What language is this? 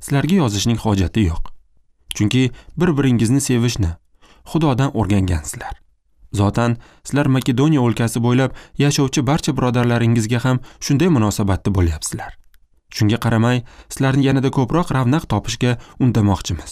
Uzbek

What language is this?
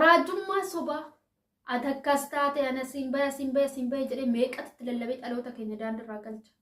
Oromo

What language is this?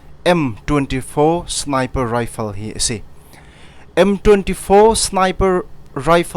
Hakha Chin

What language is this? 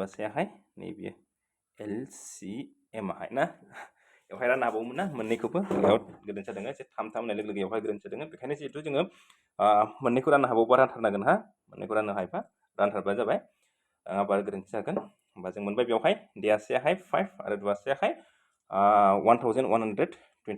Bodo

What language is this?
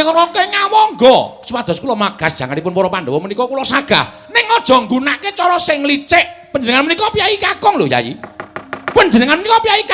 Javanese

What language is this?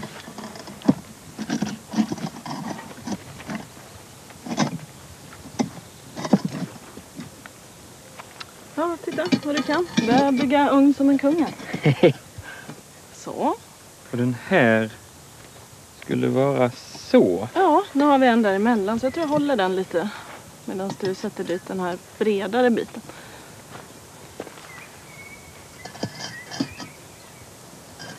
Swedish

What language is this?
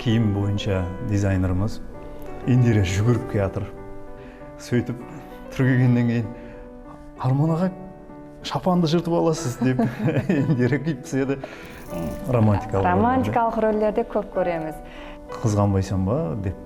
Kara-Kalpak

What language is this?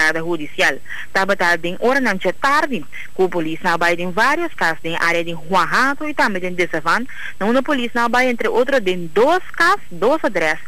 Papiamento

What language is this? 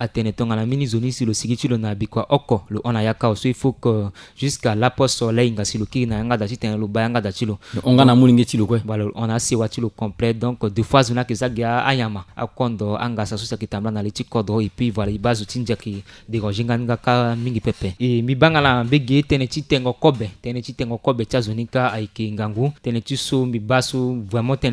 Sango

